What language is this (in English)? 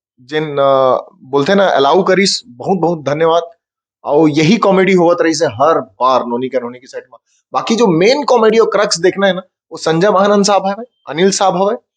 Chhattisgarhi